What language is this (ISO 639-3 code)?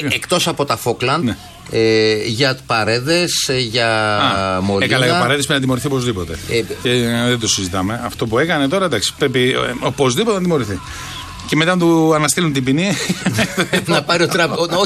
ell